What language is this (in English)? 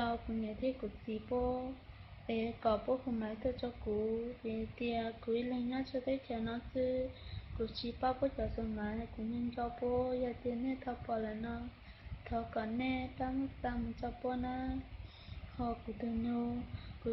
Hmong